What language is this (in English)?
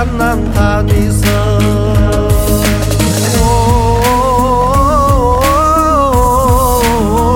Kazakh